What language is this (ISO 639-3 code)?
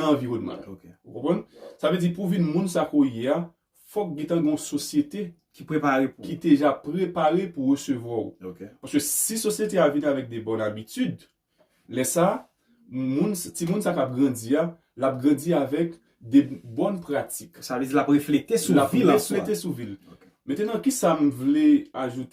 hat